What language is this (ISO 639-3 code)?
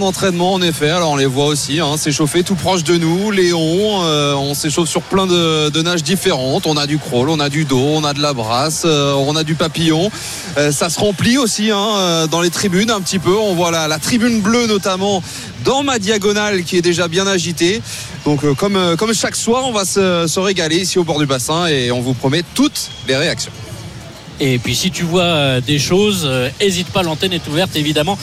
fra